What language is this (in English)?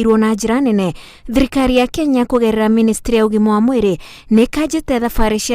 Kikuyu